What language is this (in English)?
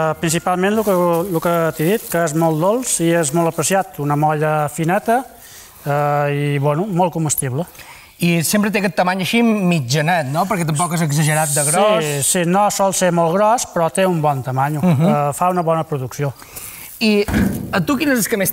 Catalan